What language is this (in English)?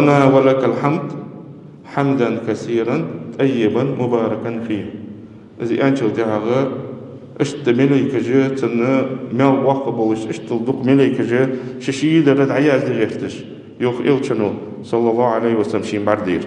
Ingush